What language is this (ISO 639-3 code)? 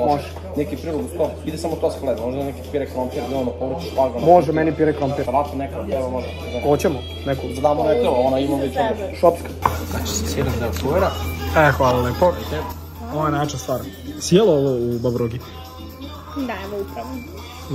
srp